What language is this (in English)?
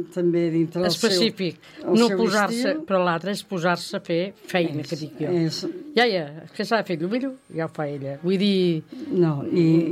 Catalan